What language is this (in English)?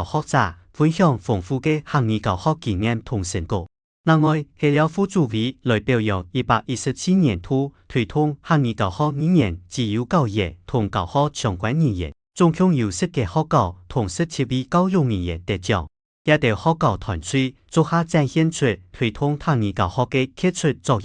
Hakka Chinese